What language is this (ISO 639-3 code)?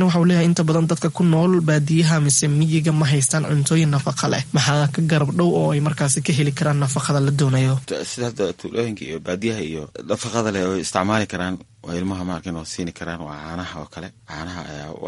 som